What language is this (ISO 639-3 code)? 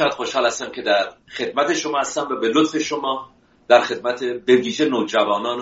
fas